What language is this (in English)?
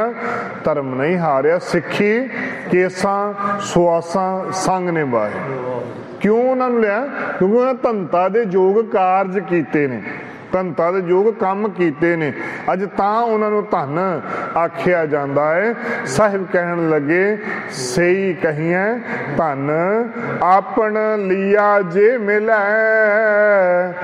Punjabi